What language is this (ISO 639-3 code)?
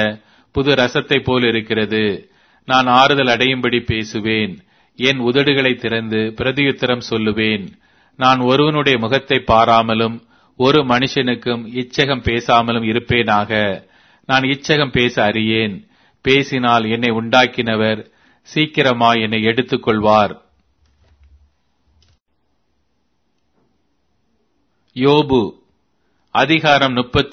tam